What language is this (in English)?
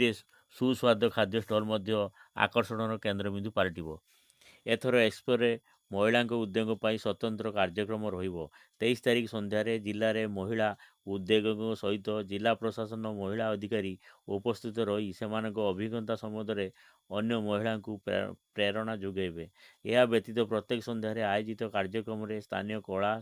Odia